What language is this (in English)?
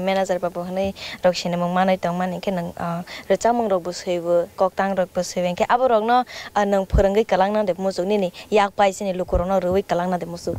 Kok Borok